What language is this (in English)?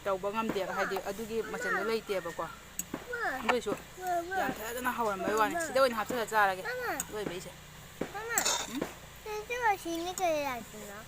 Manipuri